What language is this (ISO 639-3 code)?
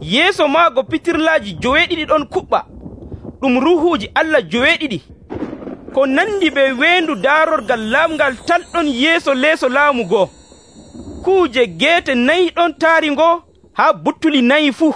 fuv